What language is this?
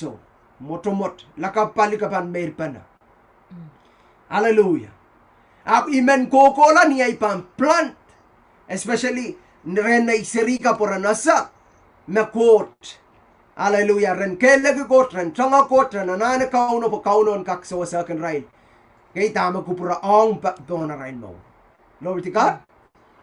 Pohnpeian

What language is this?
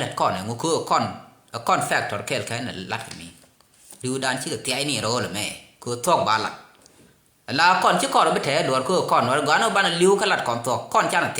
Nuer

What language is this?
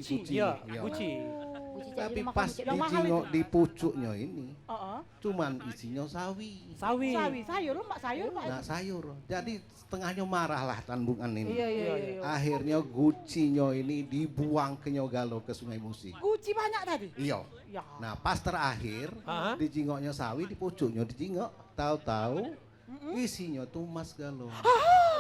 Musi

